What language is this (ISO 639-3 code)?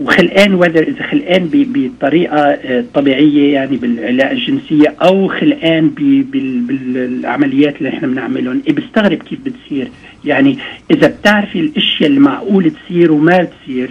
apc